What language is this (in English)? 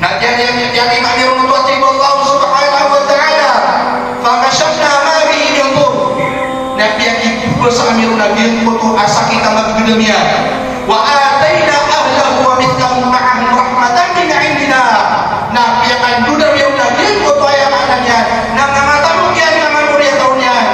Maranao